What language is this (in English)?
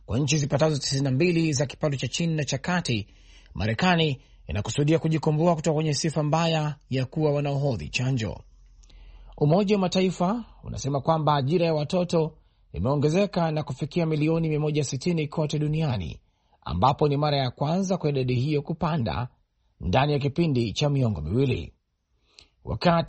Swahili